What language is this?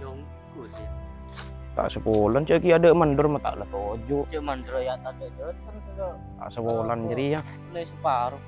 Madurese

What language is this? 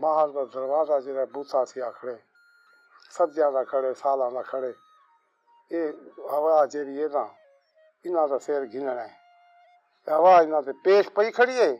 Saraiki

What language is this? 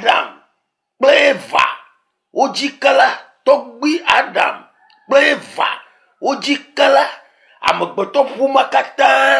Ewe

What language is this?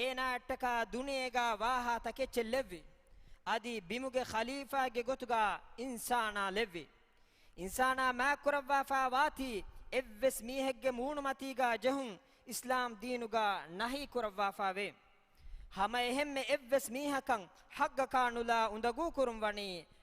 Divehi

